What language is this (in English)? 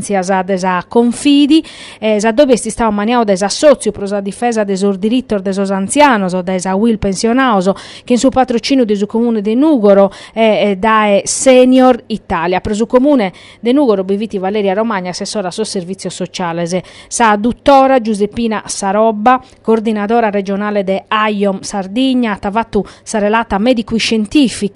Sardinian